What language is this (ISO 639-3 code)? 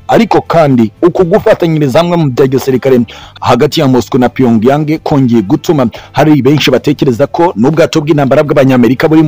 kin